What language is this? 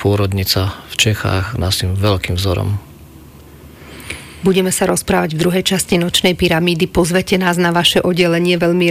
Slovak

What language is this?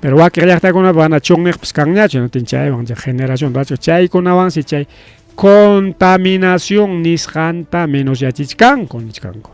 Ayacucho Quechua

